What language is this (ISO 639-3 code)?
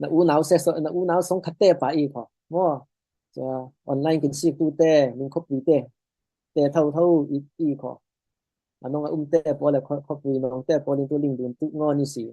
cfm